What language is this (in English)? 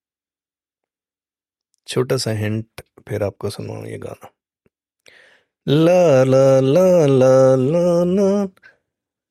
Hindi